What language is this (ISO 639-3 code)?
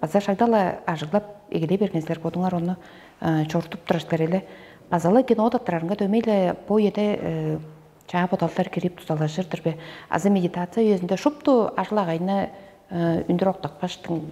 tyv